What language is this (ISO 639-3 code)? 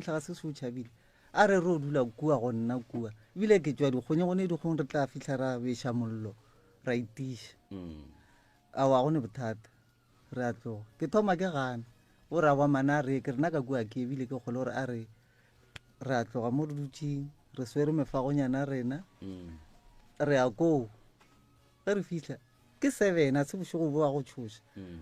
nso